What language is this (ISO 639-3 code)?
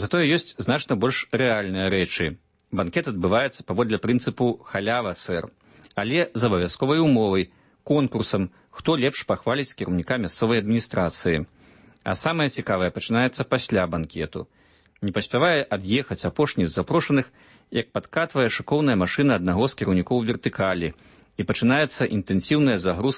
bel